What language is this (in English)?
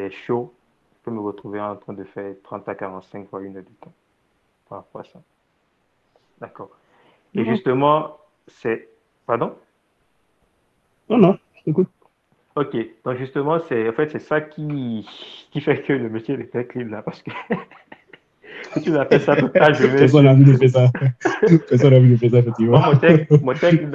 French